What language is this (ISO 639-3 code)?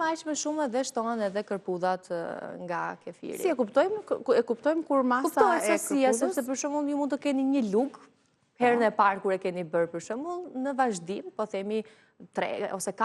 sqi